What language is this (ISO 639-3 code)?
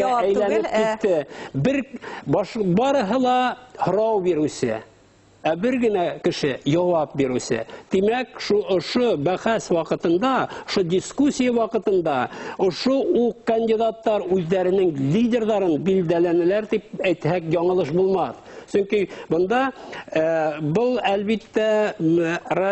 bak